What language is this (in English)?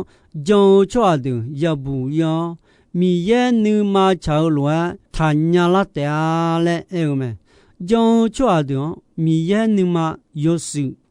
Akha